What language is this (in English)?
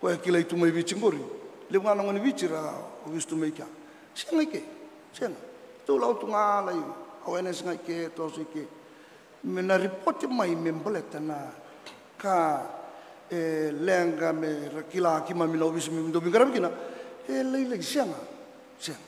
Fijian